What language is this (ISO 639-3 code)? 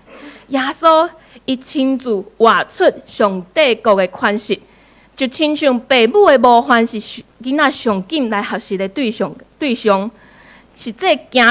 nan